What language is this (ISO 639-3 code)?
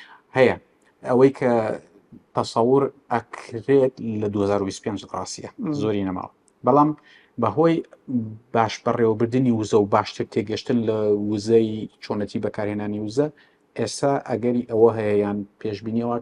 ckb